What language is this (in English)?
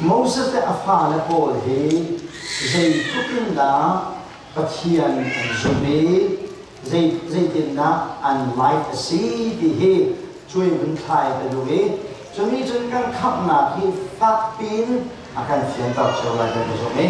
Hakha Chin